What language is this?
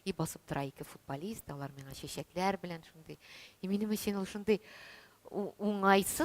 Tatar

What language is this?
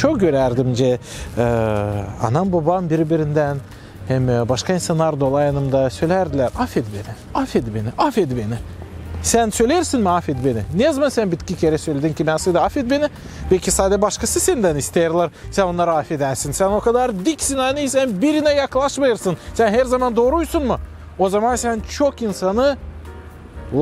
Gagauz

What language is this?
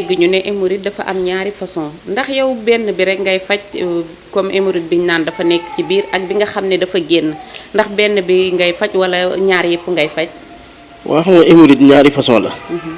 Wolof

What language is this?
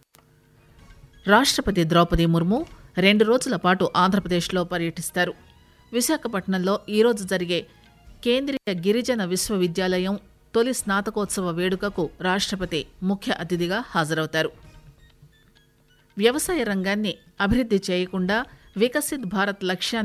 Telugu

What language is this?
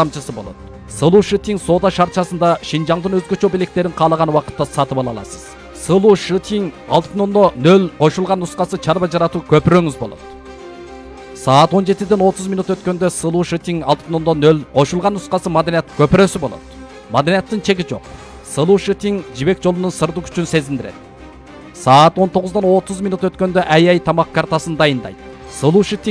Kyrgyz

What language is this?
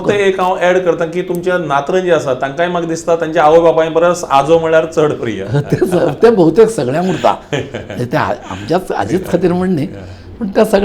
Konkani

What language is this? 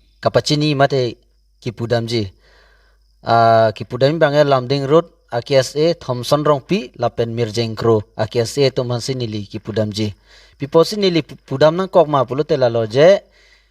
Karbi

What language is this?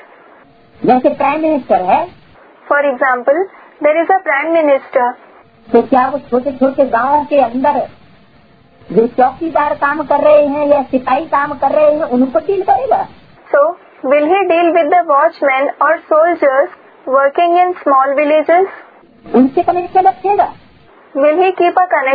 Hindi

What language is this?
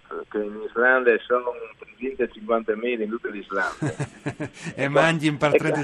Friulian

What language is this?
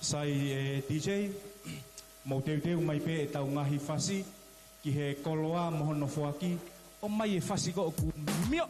Tongan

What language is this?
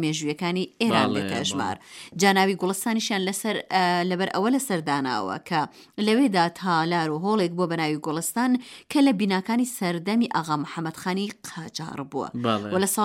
Central Kurdish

